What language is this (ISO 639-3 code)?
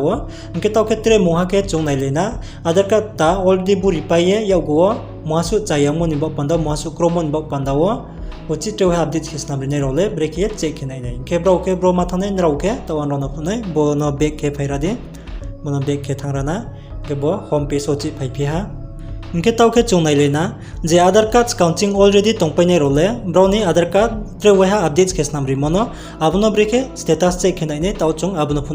ria